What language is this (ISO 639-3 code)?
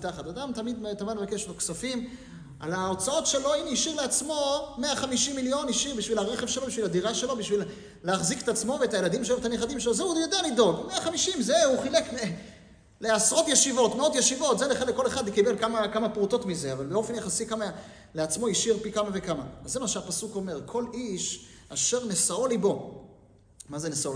heb